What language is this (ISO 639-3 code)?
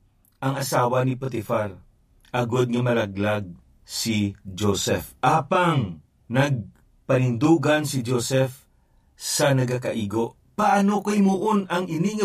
hil